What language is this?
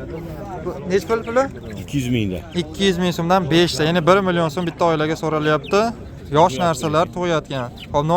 Uzbek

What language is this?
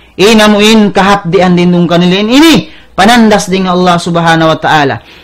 Tausug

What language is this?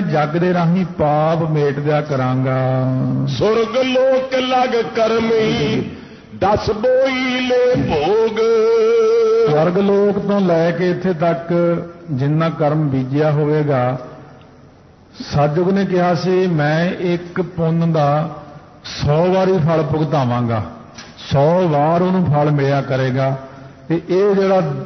Punjabi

